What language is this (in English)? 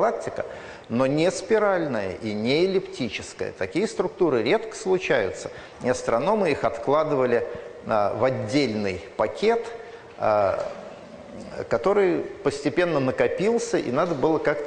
Russian